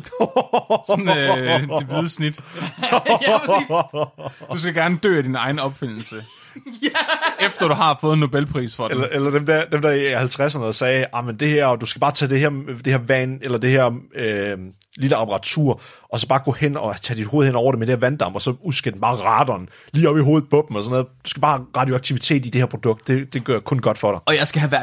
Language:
Danish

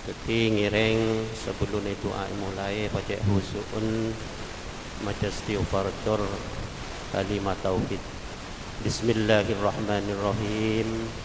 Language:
Madurese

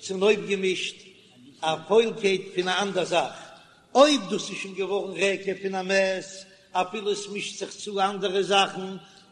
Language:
Yiddish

